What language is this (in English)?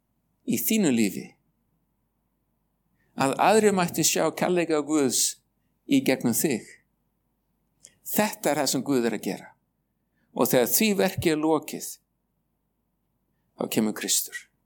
Icelandic